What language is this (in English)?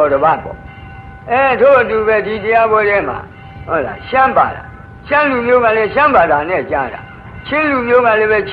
Burmese